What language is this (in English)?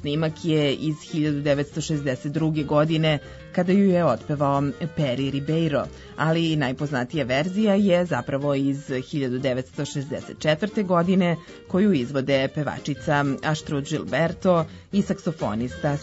Serbian